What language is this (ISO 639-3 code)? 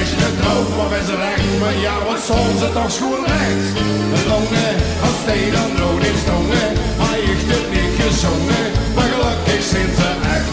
lim